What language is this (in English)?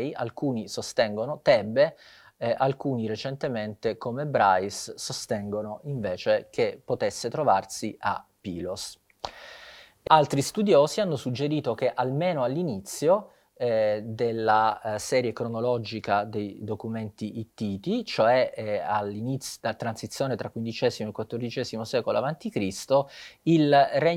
Italian